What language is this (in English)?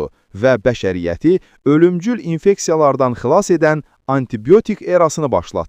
Azerbaijani